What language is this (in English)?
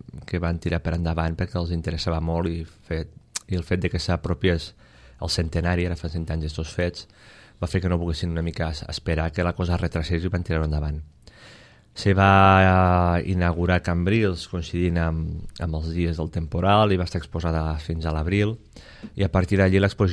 Catalan